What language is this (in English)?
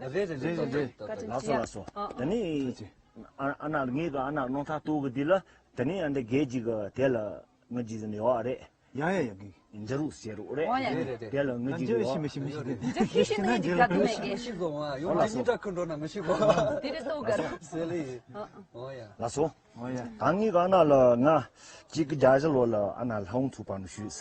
Tibetan